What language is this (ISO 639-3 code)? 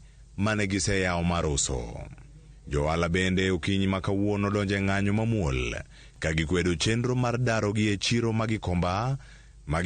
luo